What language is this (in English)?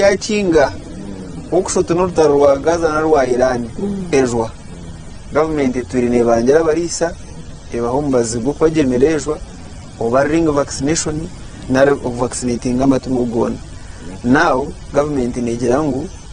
Nyankole